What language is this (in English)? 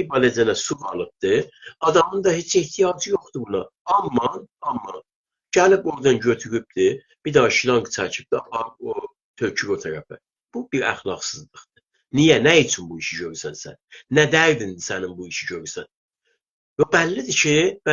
South Azerbaijani